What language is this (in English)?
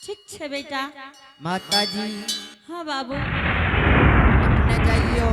Angika